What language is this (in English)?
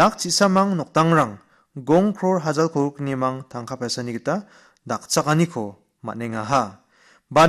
Garo